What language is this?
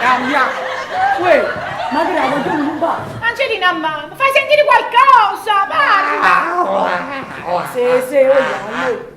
Neapolitan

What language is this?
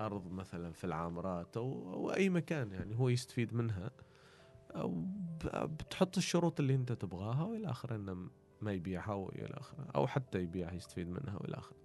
Gulf Arabic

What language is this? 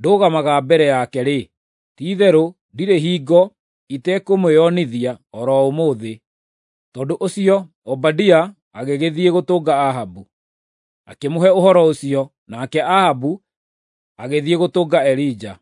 Kikuyu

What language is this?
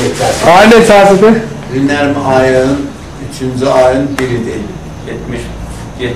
South Azerbaijani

